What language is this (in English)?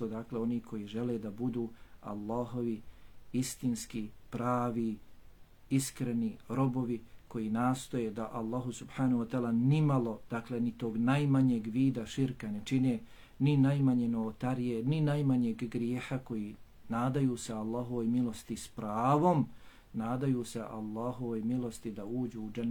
Bosnian